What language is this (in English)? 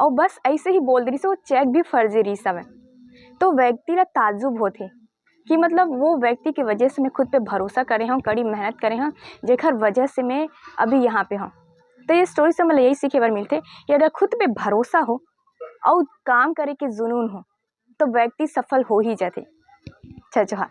Chhattisgarhi